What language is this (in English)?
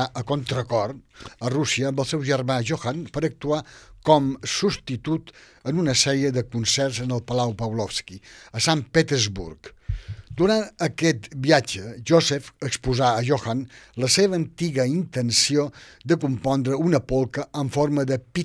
Catalan